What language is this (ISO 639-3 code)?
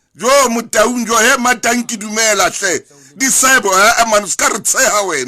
sot